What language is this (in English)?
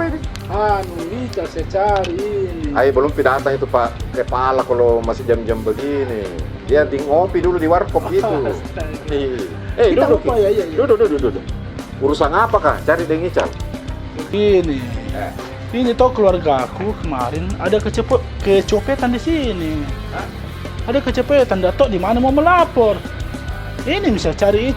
Makassar Malay